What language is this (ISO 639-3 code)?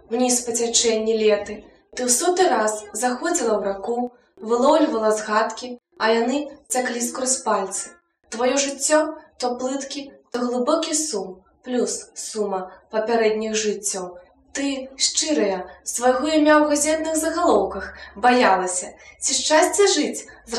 bel